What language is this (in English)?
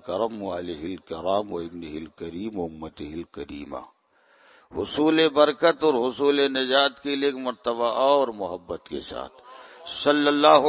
Urdu